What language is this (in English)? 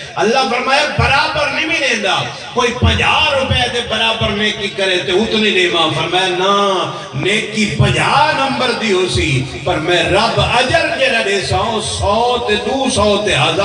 Saraiki